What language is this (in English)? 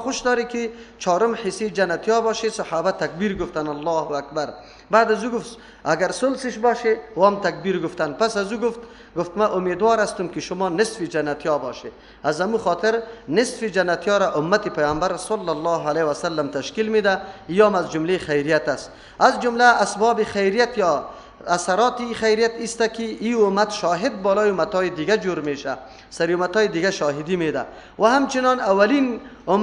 Persian